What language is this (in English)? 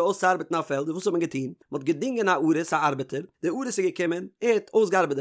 Yiddish